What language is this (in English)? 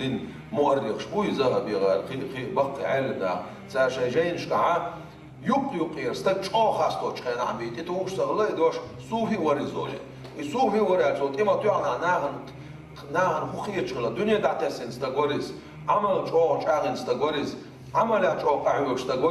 Chechen